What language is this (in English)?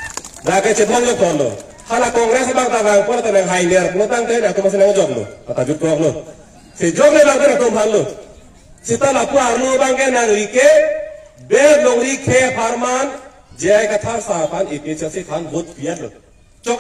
Karbi